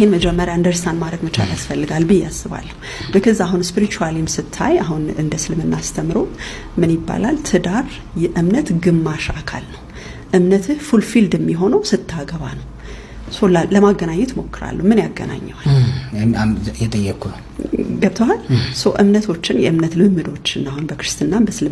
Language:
Amharic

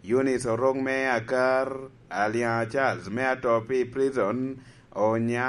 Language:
Lango (Uganda)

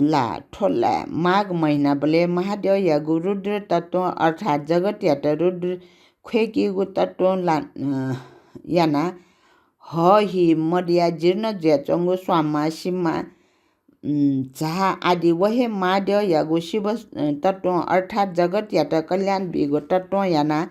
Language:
Newari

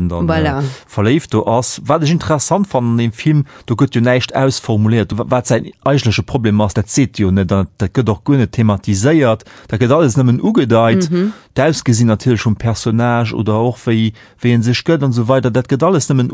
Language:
Luxembourgish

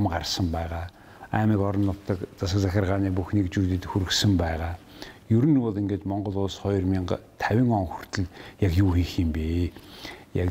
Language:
Mongolian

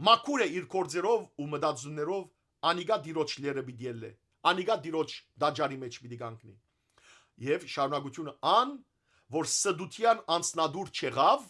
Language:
Western Armenian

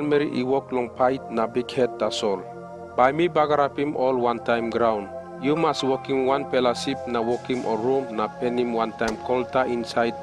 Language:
Tok Pisin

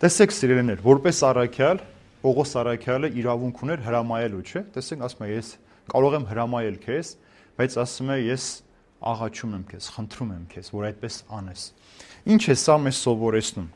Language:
Armenian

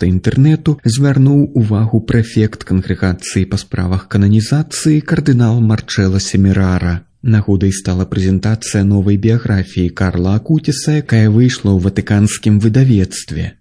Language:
Belarusian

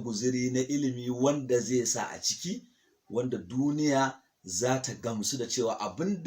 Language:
Hausa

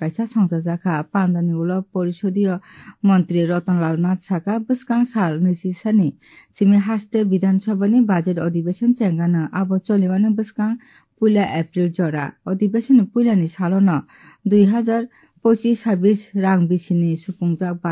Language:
Kok Borok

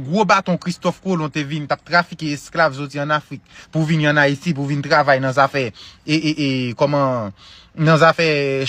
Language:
Haitian Creole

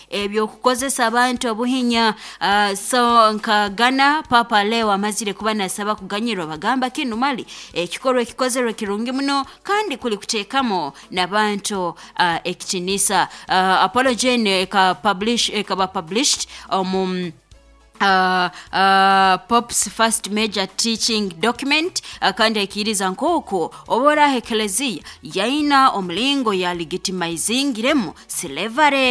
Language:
Nyoro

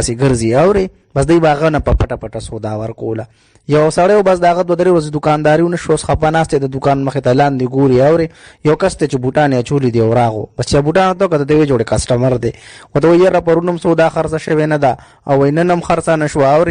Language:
Pashto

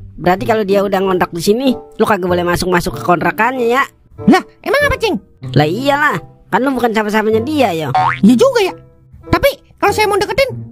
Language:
Betawi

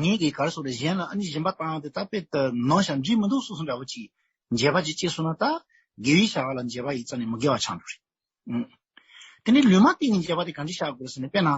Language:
Tibetan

